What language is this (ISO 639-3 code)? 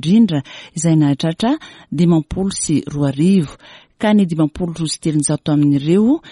mlg